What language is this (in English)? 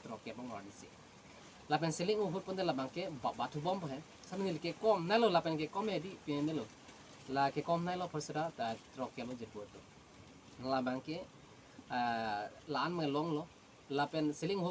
Karbi